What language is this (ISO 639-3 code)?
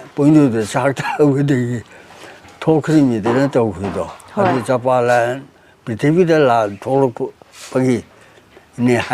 mni